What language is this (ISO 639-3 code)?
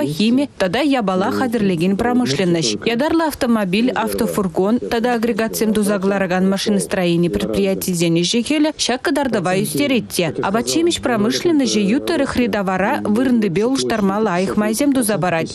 chv